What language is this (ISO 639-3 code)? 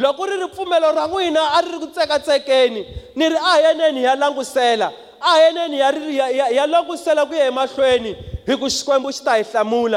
tso